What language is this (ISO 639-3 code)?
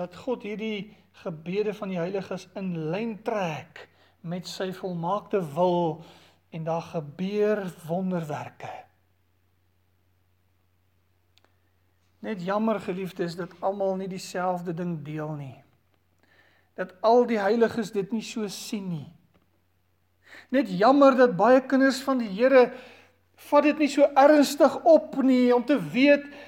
afr